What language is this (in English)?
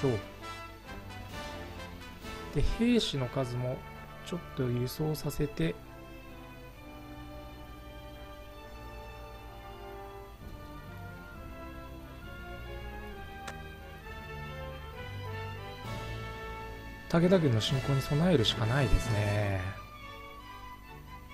Japanese